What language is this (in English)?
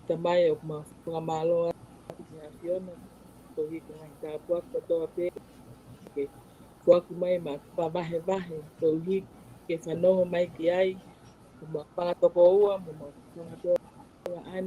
Tongan